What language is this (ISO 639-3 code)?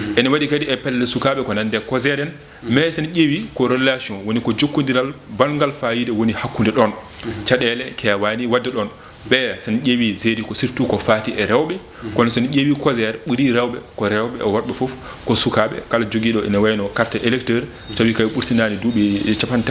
ful